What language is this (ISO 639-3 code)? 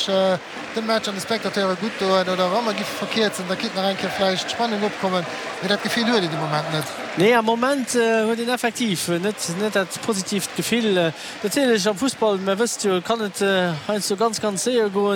ltz